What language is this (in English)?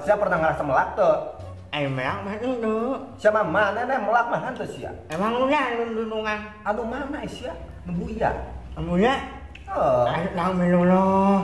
Sundanese